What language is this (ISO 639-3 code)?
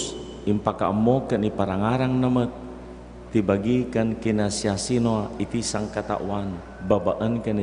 ilo